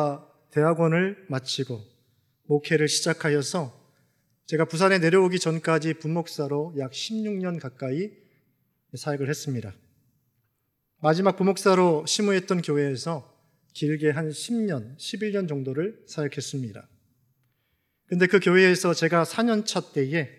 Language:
Korean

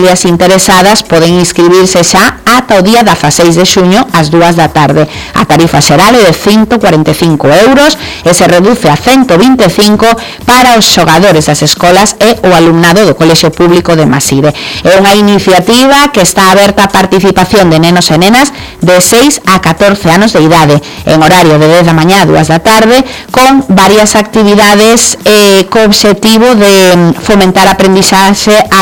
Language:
Galician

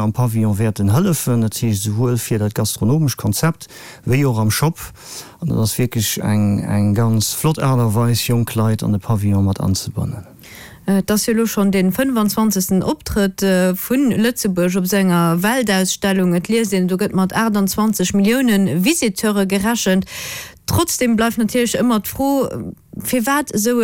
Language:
Luxembourgish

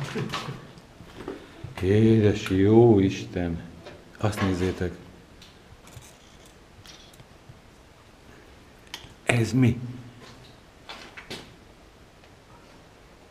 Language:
Hungarian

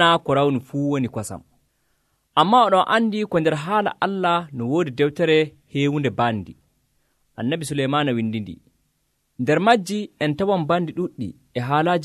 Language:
Nigerian Fulfulde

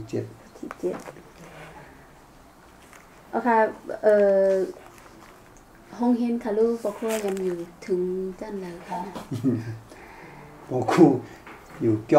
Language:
Thai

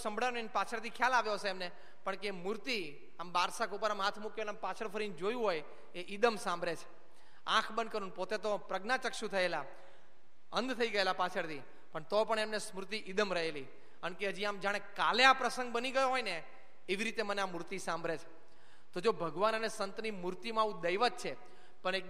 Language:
Gujarati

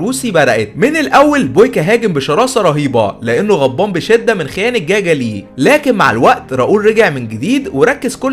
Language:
Egyptian Arabic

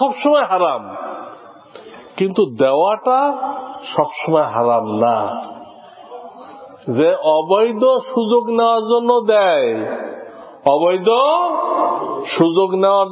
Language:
Bangla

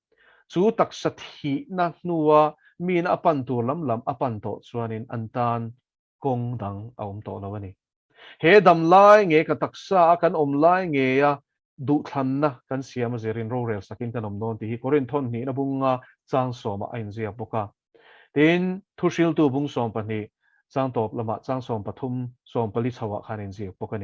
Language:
Mizo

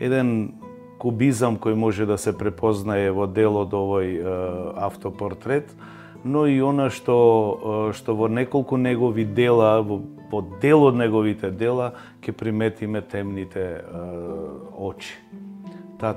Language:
Macedonian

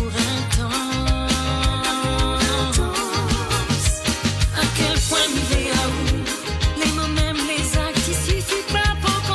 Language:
Morisyen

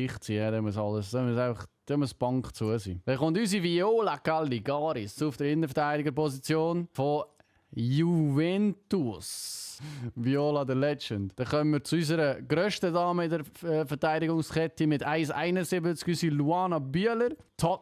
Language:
Swiss German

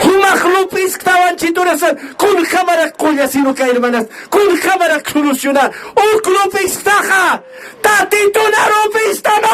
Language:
Aymara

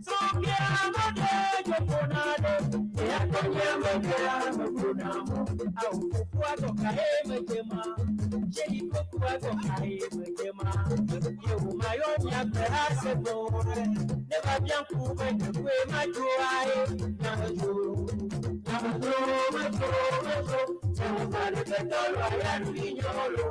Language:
Ewe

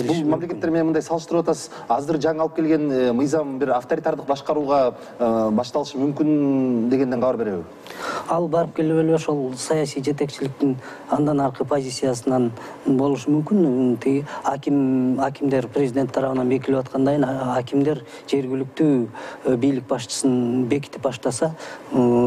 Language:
Kyrgyz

